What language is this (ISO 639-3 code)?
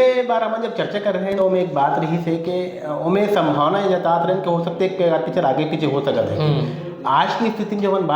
hne